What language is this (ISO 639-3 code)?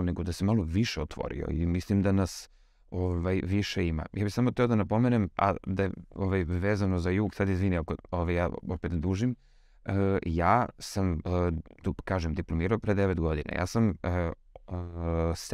srp